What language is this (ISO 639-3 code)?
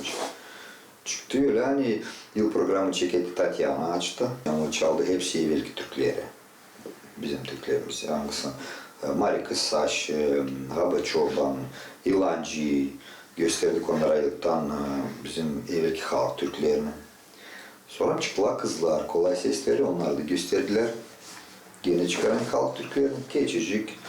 gag